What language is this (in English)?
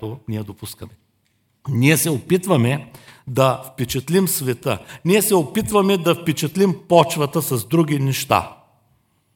Bulgarian